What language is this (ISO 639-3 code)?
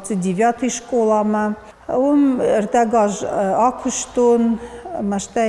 oss